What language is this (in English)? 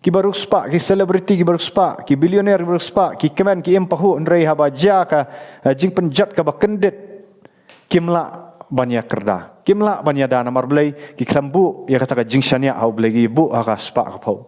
Khasi